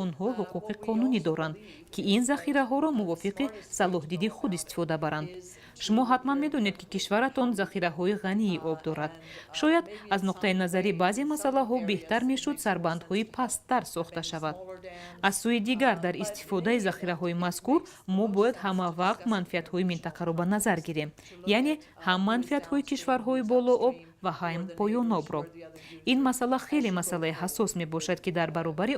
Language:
Tajik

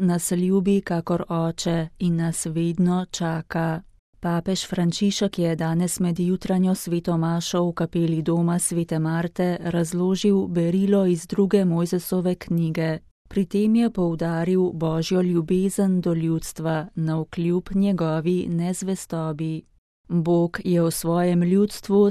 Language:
Slovenian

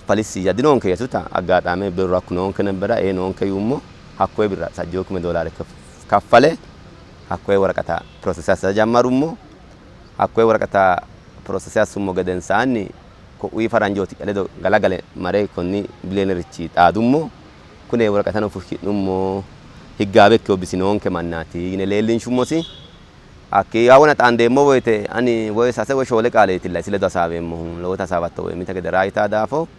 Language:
Sidamo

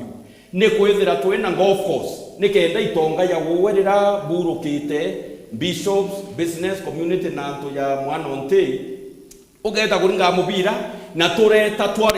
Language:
Meru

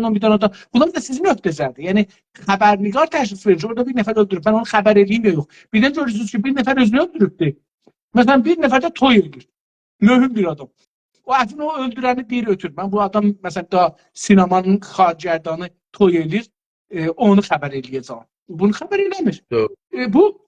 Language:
South Azerbaijani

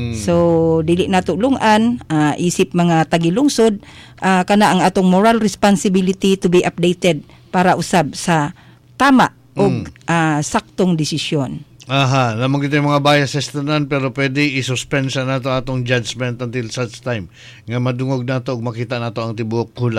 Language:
Cebuano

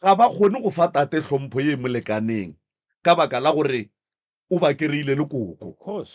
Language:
Northern Sotho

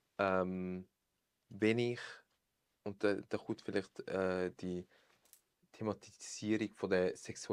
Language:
Swiss German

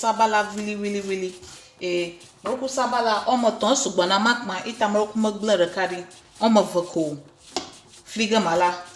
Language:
Ewe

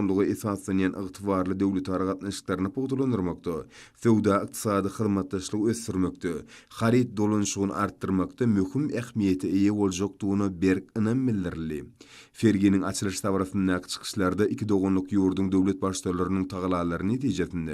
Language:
Turkmen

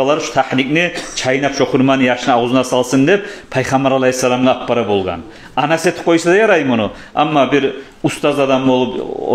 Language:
Kumyk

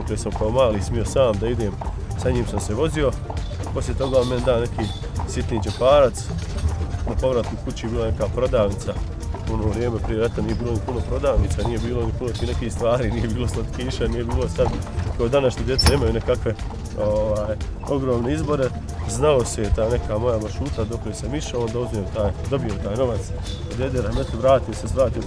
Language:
Bosnian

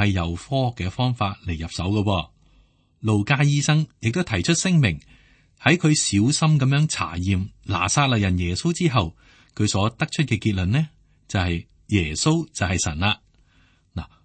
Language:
Cantonese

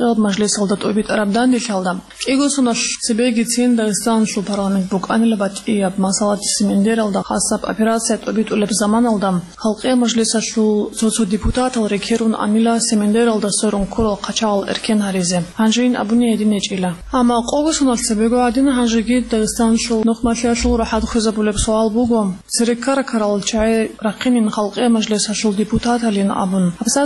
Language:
Avaric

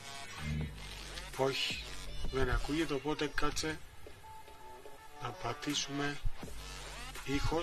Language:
Greek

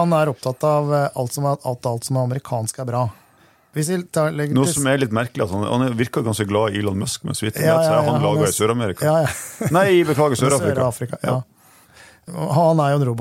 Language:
Norwegian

